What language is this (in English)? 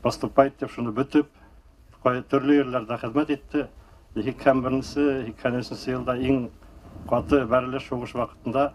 Bashkir